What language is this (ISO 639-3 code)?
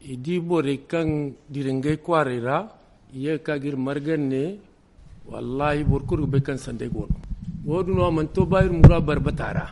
dje